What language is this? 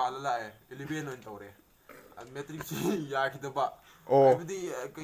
Manipuri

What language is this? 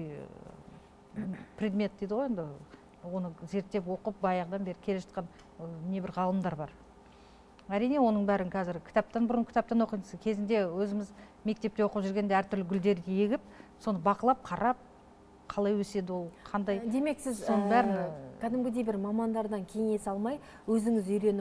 Kazakh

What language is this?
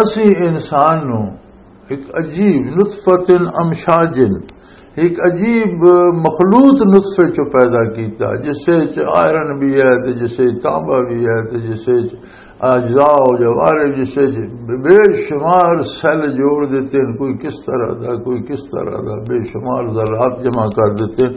Western Panjabi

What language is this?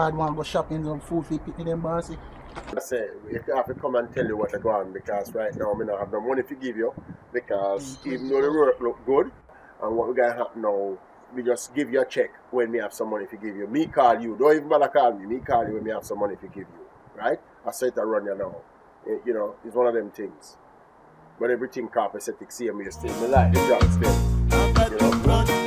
Jamaican Creole English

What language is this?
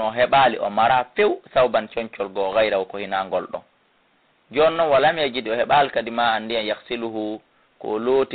Fula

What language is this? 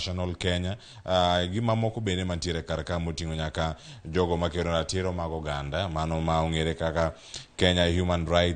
Luo (Kenya and Tanzania)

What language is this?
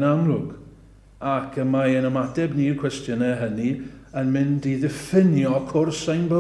Welsh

